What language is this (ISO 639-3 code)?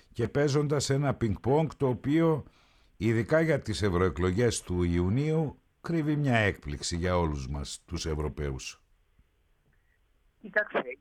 ell